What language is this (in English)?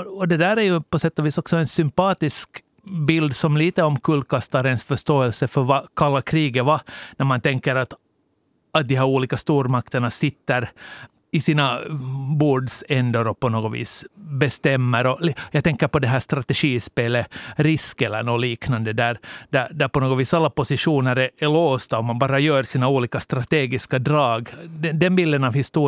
Swedish